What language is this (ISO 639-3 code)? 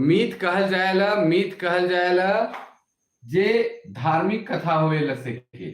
sck